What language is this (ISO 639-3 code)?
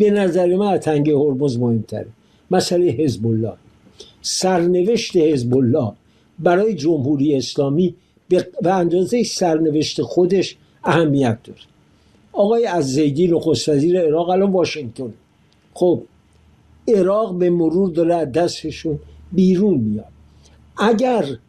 fas